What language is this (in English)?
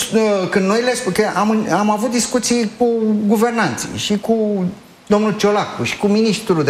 Romanian